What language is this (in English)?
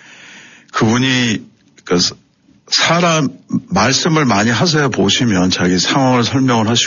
Korean